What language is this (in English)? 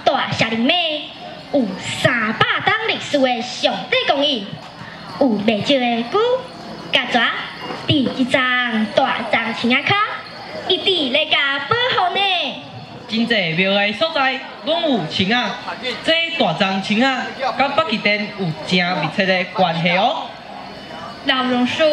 Min Nan Chinese